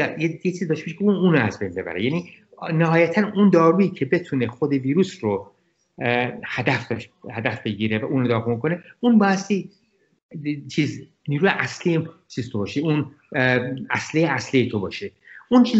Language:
Persian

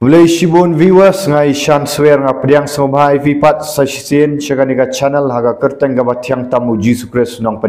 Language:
Khasi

